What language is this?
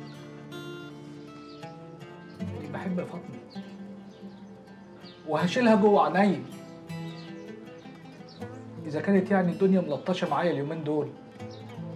Egyptian Arabic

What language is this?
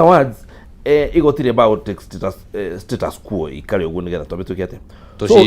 Kikuyu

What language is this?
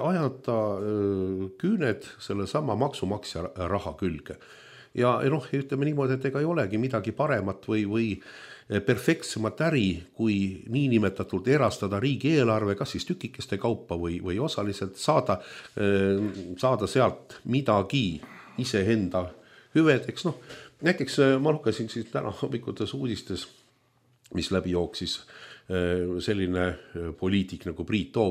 Estonian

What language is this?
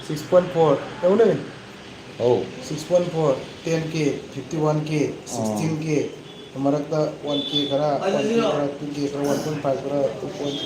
Manipuri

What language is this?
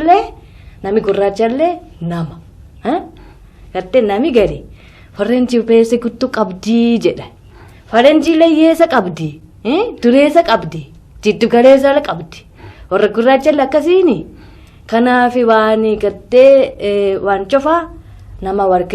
Oromo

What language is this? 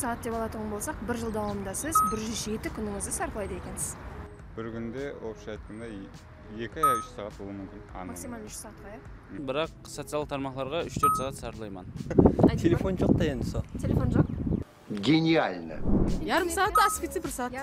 Kara-Kalpak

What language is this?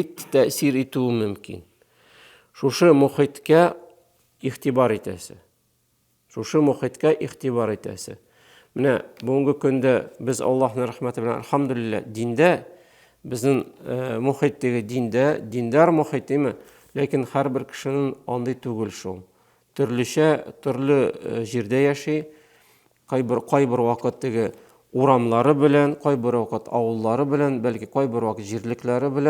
Tatar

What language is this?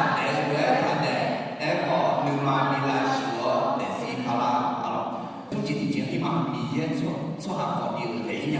Akha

